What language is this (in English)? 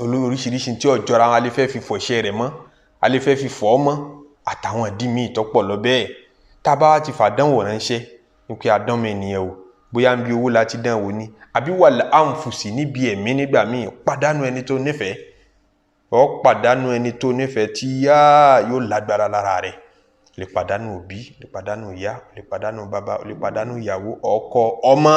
Yoruba